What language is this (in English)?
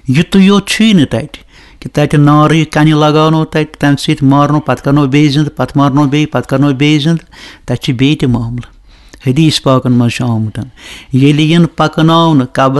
Kashmiri